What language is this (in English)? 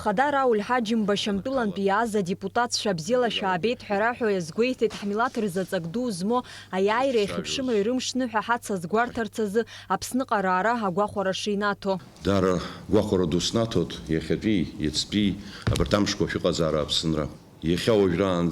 Abkhazian